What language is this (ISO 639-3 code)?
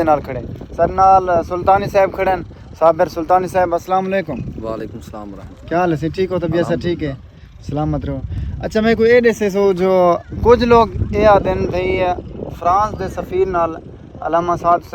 skr